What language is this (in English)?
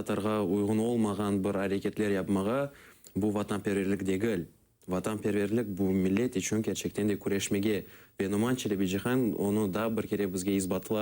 Crimean Tatar